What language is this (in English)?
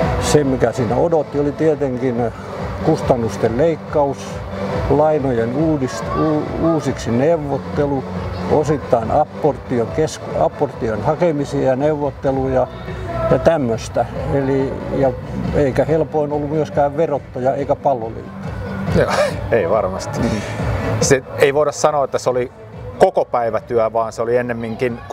Finnish